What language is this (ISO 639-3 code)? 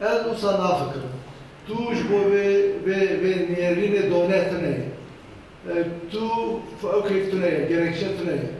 kur